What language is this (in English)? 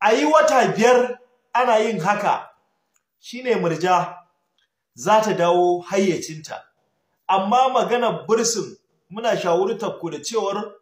Hausa